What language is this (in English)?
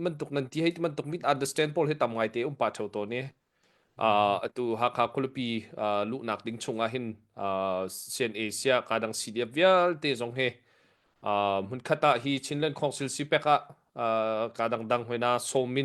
Hakha Chin